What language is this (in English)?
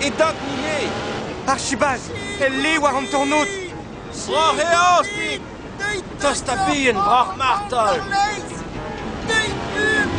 Breton